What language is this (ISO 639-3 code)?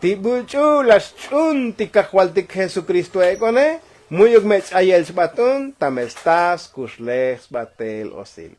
tzo